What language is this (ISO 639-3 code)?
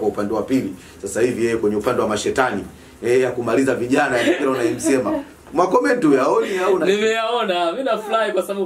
swa